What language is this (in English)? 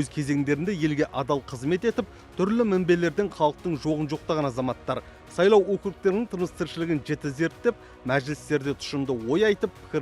Kazakh